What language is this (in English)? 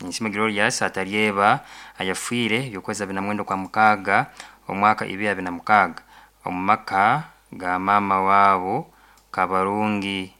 Nyoro